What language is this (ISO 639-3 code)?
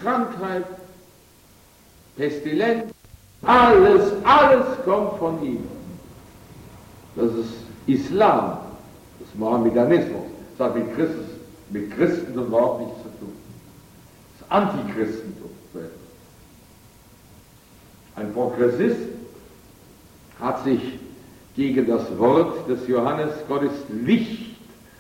deu